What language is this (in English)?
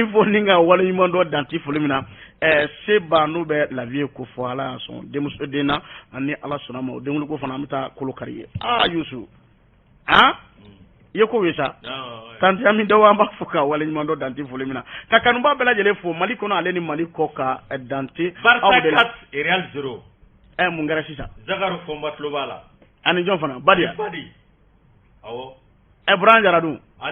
Bambara